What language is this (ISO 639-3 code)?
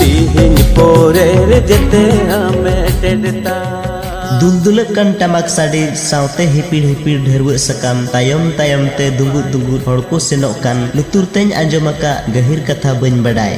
sat